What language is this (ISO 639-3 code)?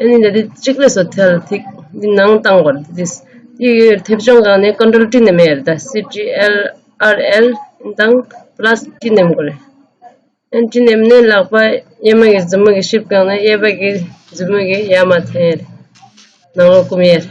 bod